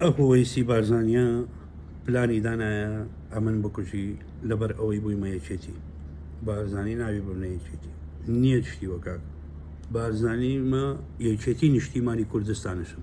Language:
Central Kurdish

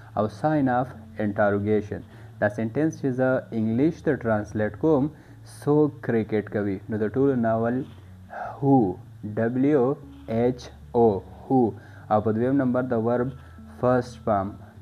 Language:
Pashto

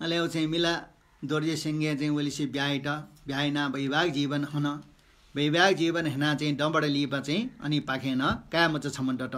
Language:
Newari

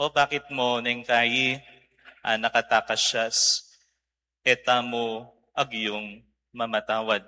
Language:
Pampanga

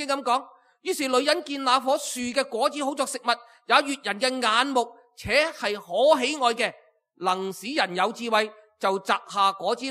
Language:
Cantonese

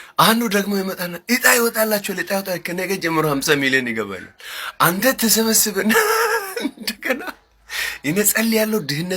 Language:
Amharic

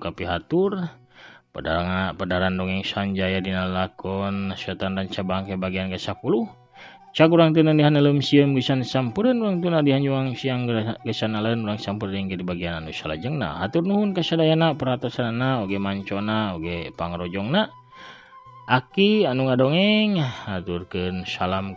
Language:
Sundanese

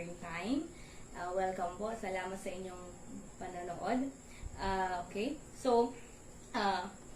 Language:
Iloko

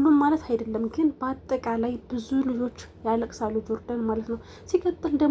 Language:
Amharic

